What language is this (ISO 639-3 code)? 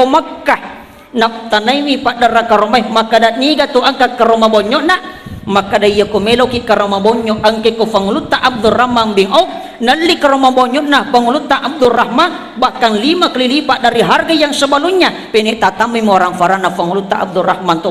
bug